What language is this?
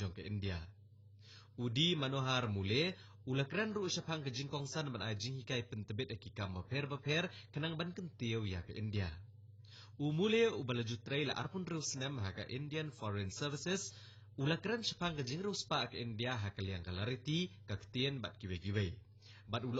Khasi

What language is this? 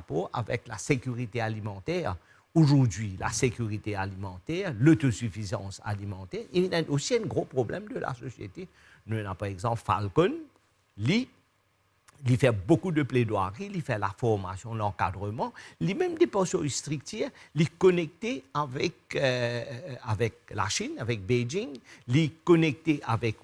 Morisyen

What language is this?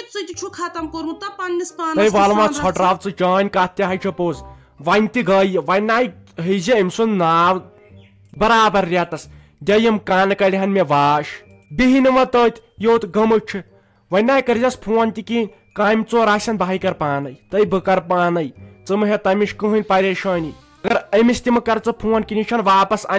Kashmiri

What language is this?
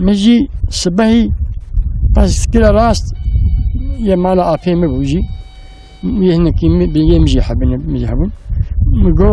Kurdish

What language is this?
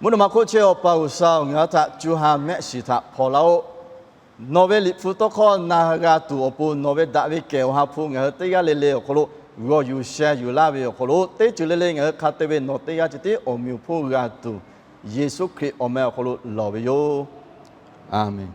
Lahu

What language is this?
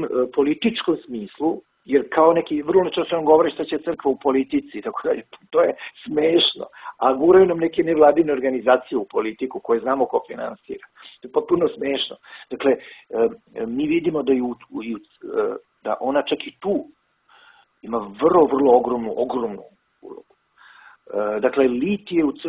Serbian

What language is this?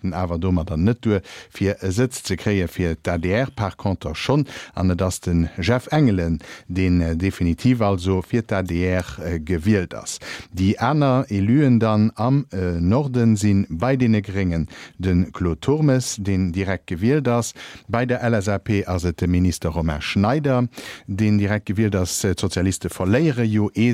Luxembourgish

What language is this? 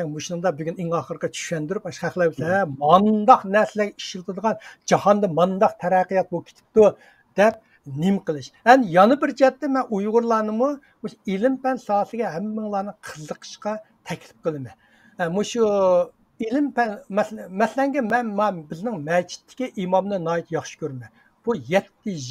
Uyghur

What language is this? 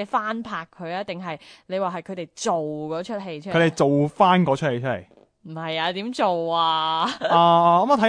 Cantonese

